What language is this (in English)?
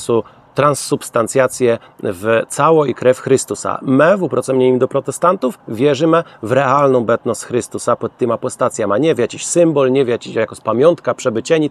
Kashubian